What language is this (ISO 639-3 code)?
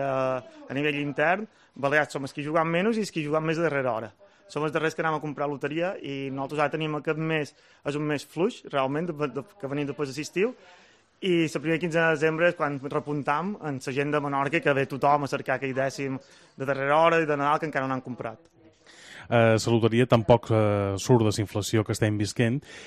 cat